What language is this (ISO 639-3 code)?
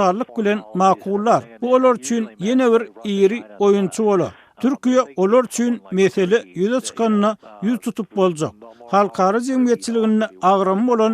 tuk